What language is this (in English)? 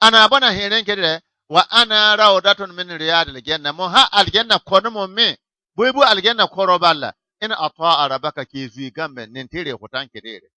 Bissa